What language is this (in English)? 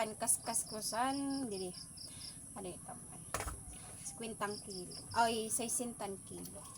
Waray